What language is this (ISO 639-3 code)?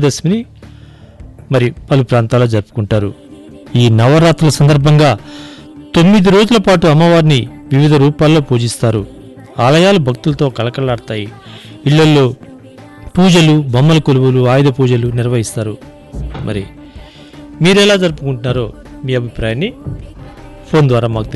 tel